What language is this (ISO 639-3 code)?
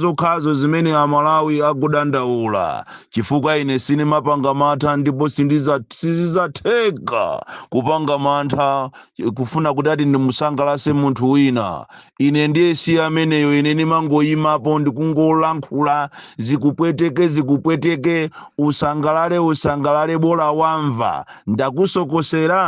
nya